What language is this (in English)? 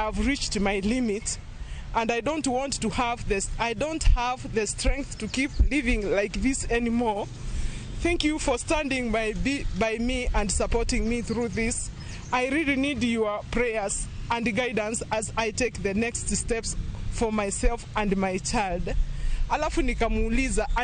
Luo (Kenya and Tanzania)